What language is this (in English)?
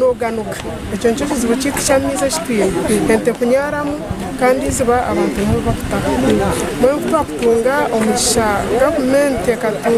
Nyankole